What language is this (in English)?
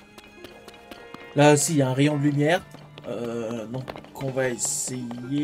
French